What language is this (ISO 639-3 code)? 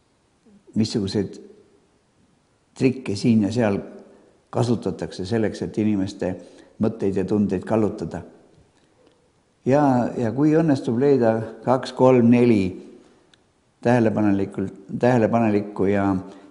est